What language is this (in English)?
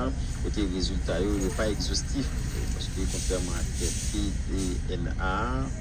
Haitian Creole